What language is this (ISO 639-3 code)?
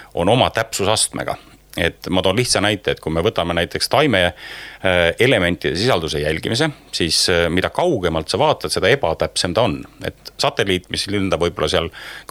est